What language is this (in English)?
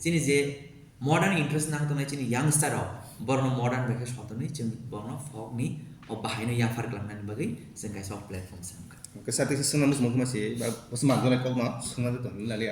Kok Borok